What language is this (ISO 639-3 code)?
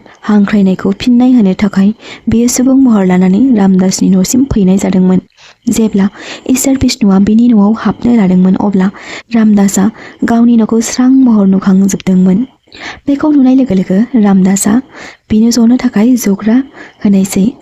brx